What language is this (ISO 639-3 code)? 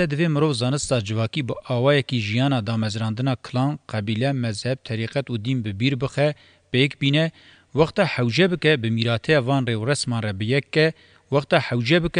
kur